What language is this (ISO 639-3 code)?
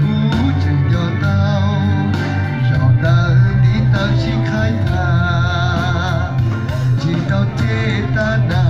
hmn